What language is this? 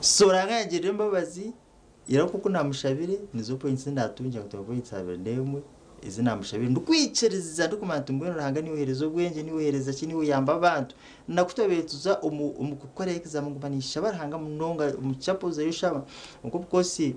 Nyankole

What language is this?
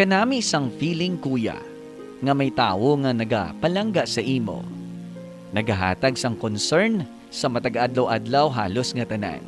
Hiligaynon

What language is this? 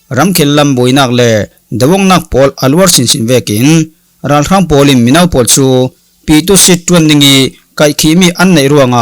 Falam Chin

